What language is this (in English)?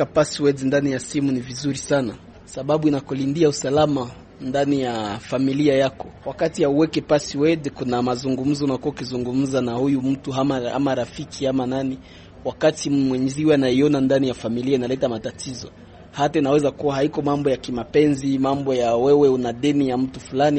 Swahili